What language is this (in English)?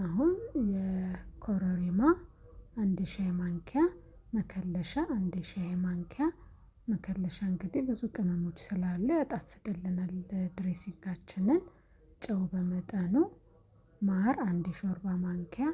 Amharic